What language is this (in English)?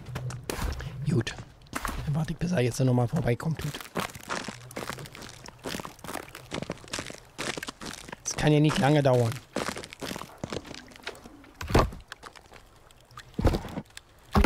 German